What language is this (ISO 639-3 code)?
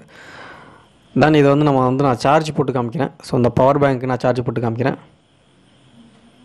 tam